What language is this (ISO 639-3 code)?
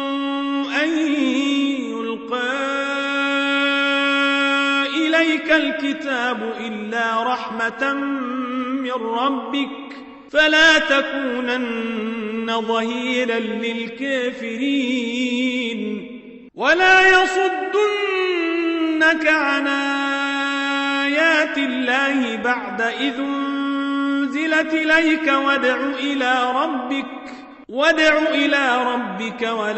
ara